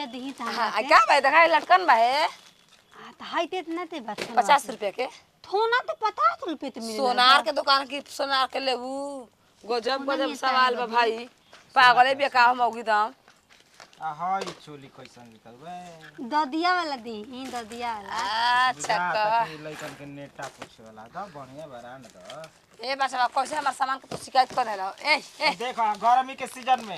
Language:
Bhojpuri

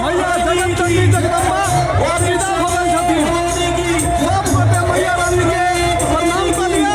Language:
Maithili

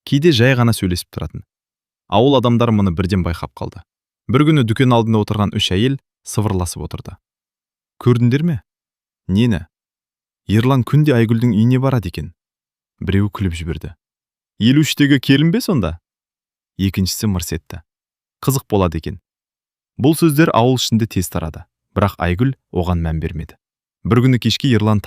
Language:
Kazakh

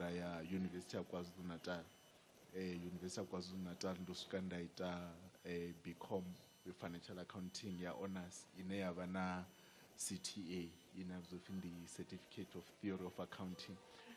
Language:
Venda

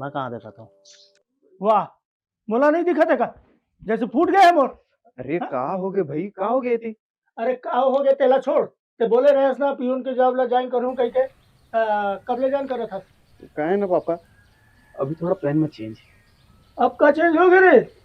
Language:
Chhattisgarhi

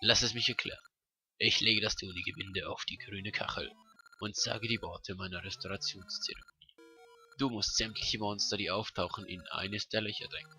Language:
Swiss German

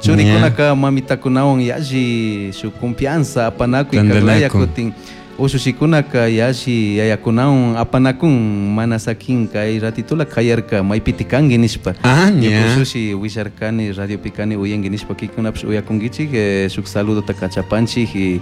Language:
Chimborazo Highland Quichua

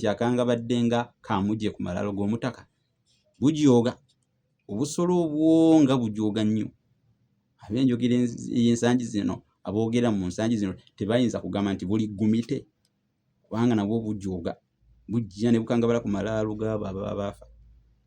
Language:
Ganda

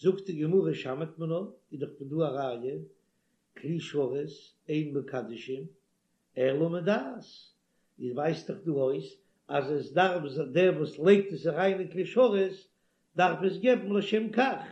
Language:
Yiddish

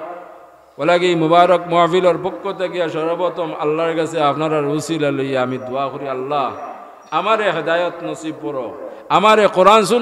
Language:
Sylheti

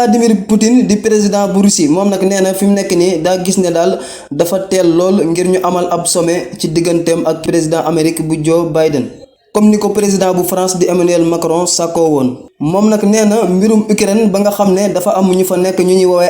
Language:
Wolof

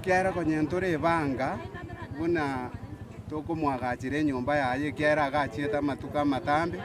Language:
Gusii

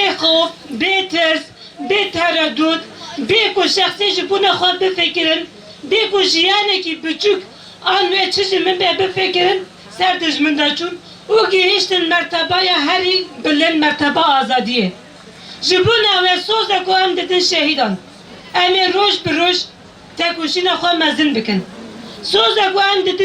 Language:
Kurdish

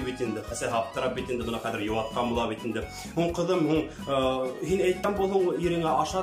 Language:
Bashkir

